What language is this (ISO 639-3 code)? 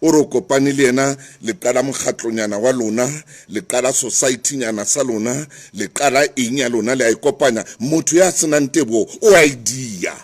sot